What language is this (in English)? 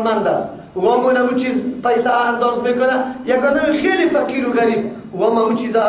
Persian